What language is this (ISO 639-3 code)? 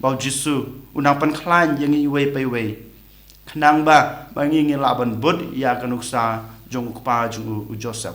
kha